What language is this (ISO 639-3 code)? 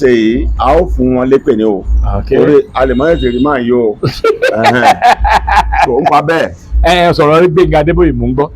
yor